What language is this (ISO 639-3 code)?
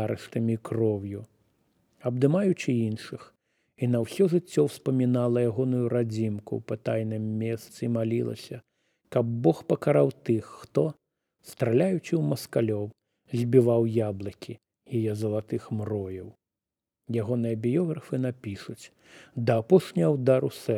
bel